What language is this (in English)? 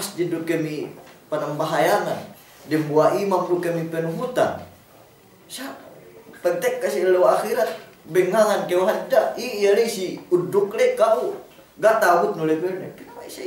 Yakan